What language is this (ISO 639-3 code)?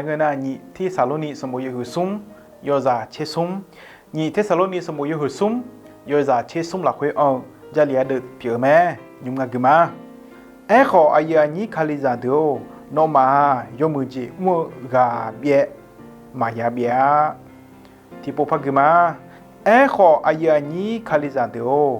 ahk